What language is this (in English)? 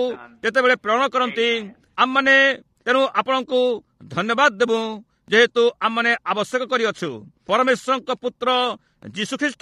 Odia